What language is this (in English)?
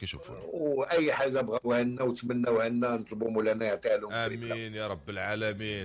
Moroccan Arabic